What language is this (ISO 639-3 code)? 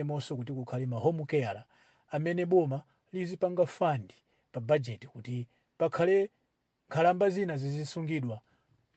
nya